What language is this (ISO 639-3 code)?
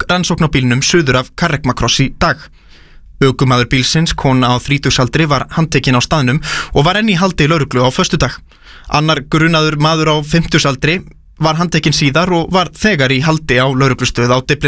isl